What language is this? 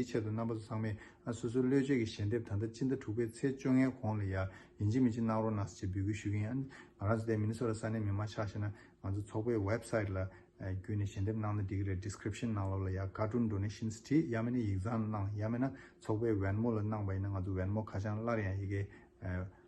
Tibetan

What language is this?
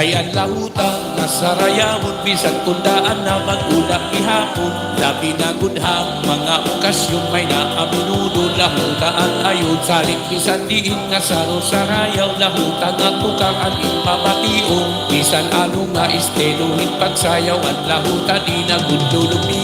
Waray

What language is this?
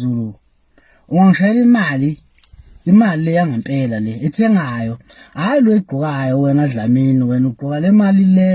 Zulu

